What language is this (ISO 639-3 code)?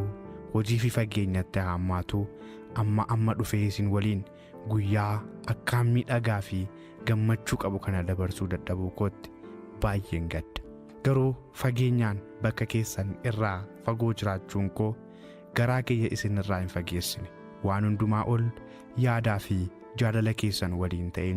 orm